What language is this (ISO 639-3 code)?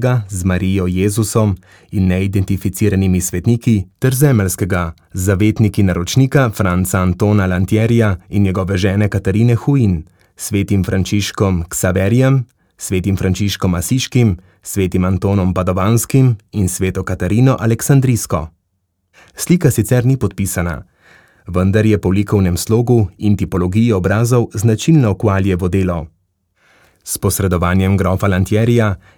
slv